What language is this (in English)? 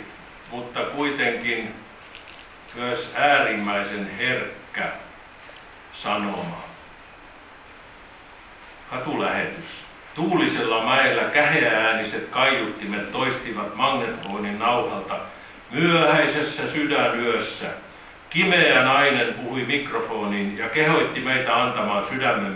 Finnish